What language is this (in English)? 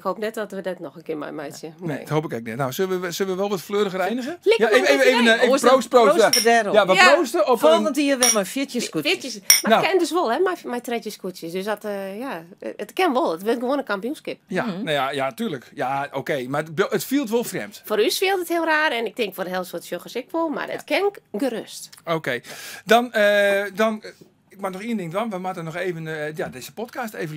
Western Frisian